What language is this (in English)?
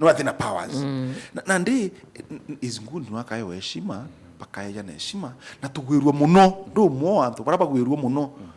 Meru